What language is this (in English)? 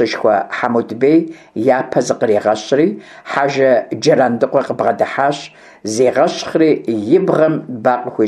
Kabardian